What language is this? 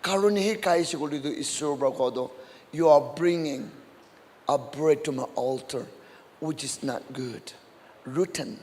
Naga Pidgin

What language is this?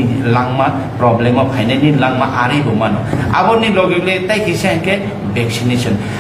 Kok Borok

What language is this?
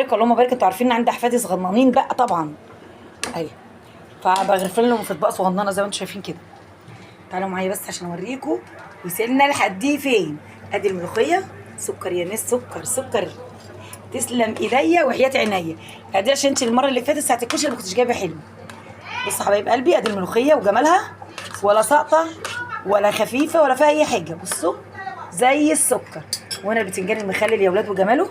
Egyptian Arabic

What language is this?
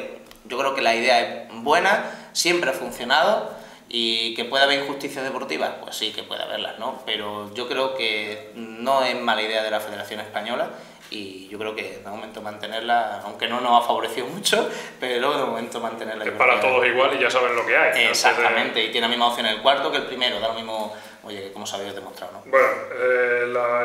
Spanish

